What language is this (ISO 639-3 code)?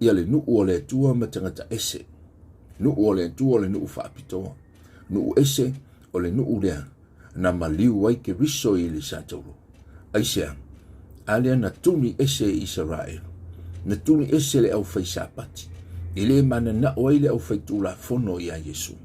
smo